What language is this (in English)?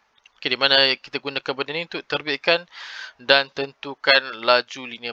Malay